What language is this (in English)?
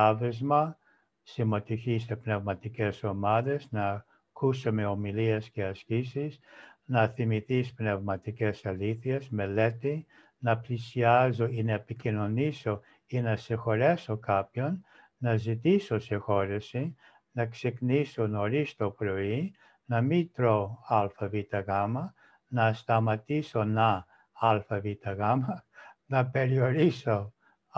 Greek